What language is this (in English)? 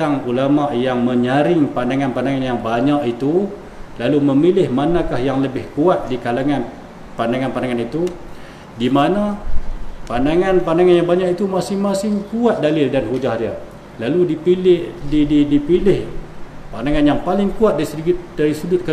Malay